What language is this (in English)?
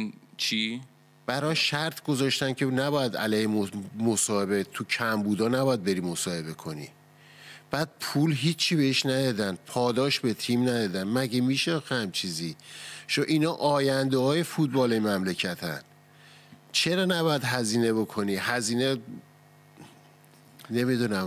Persian